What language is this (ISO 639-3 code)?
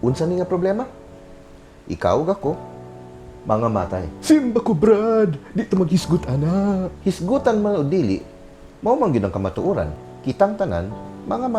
ceb